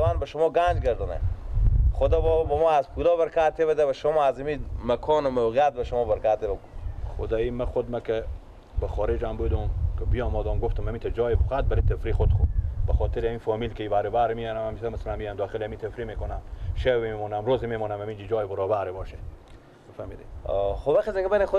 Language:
Persian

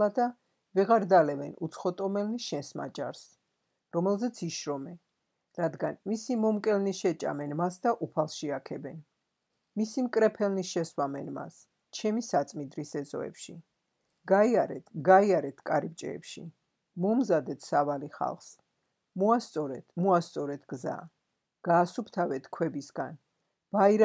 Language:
Georgian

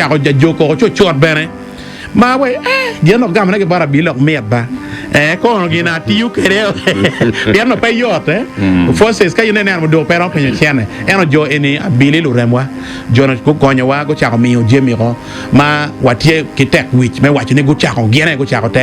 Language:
Acoli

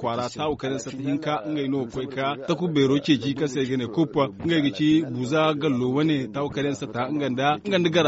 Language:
Zarma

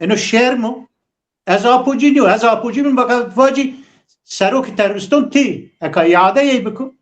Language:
Zaza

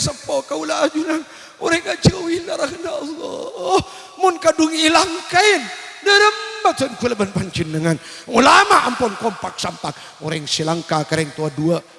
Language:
Madurese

